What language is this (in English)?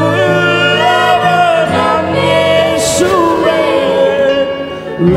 Tamil